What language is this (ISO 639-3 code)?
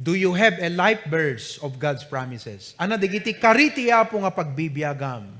ilo